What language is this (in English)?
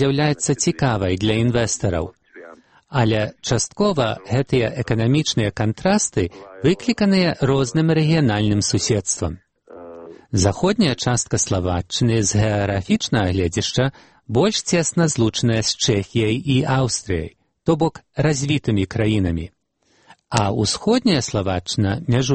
Belarusian